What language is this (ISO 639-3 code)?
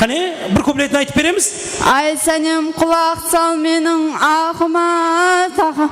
kaa